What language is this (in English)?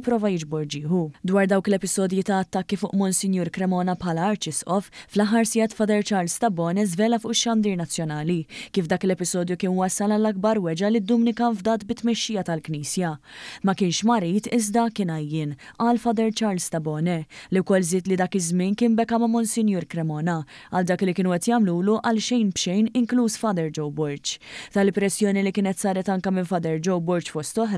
Maltese